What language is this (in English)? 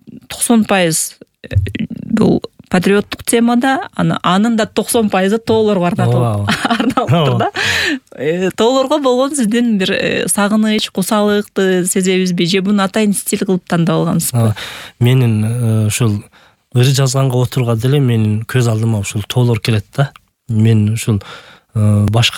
Kyrgyz